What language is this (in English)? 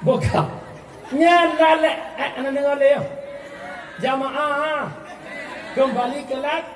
Achinese